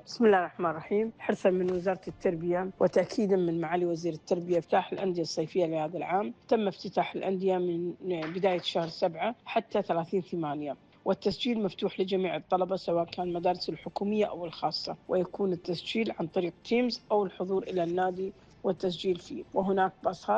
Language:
Arabic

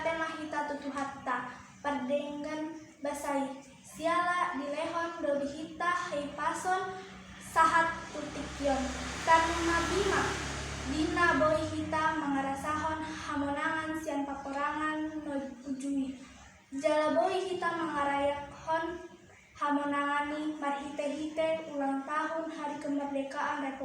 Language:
Batak Toba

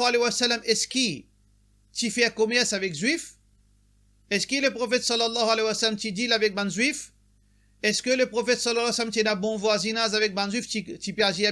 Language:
Morisyen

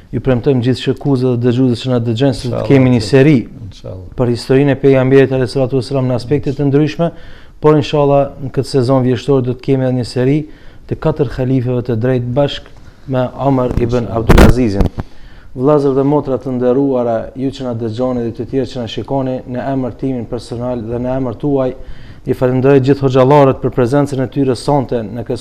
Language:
Albanian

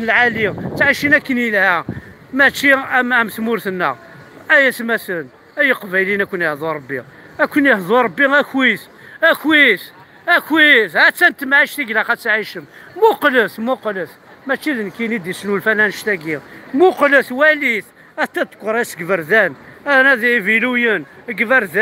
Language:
Kabyle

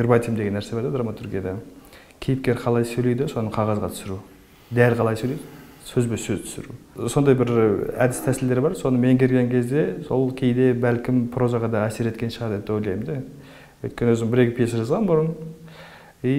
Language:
Kazakh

